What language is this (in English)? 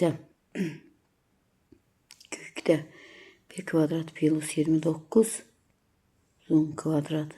Azerbaijani